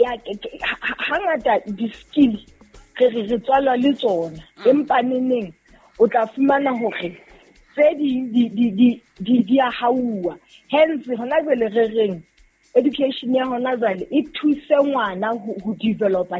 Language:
Southern Sotho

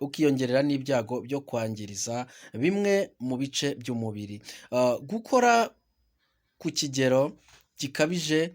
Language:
Kinyarwanda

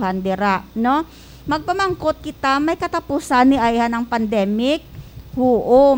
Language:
Hiligaynon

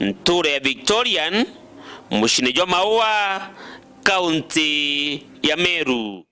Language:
Meru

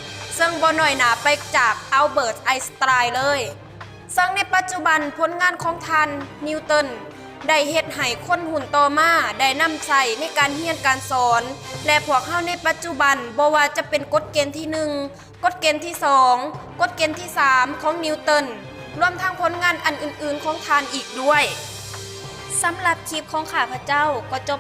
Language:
Lao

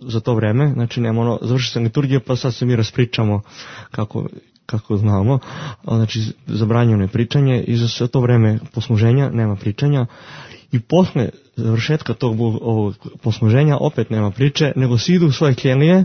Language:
Serbian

